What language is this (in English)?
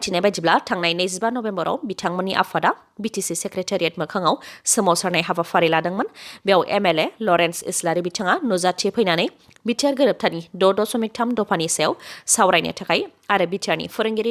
Bodo